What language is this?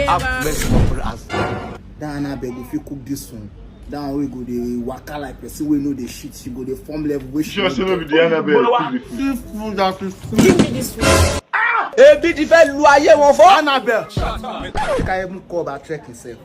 Nigerian Pidgin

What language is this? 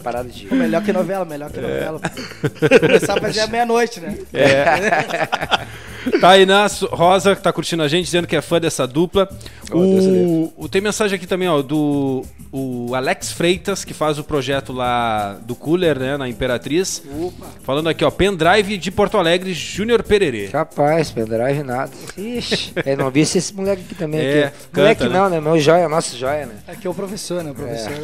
Portuguese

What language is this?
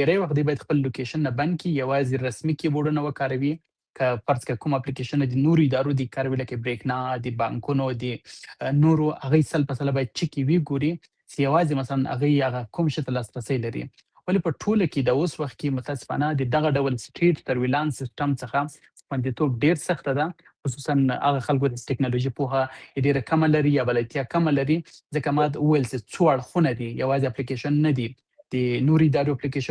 Pashto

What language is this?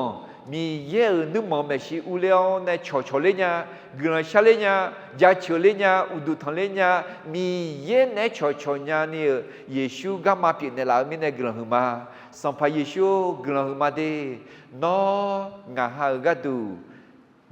Akha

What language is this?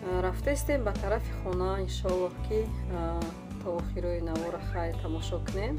Tajik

